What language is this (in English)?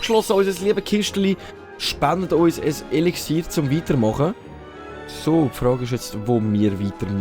Swiss German